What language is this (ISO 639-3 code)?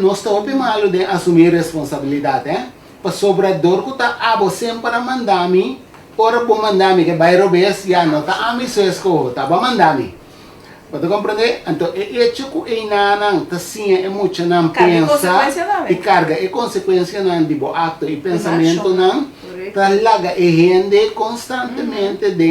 pap